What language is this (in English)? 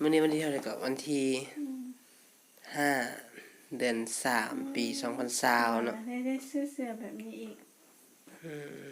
Lao